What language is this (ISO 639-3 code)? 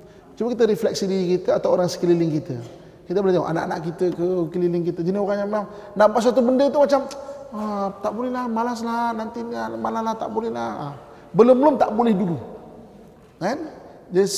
msa